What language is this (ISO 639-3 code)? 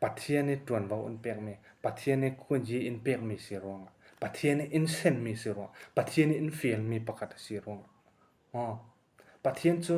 cfm